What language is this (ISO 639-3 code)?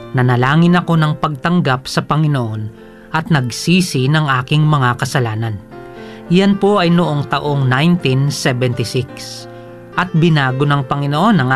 fil